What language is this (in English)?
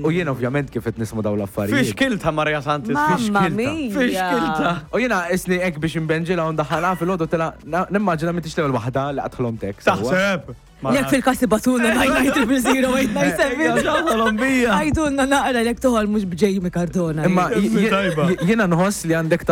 Maltese